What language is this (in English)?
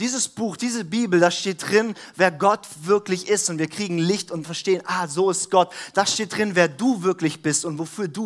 German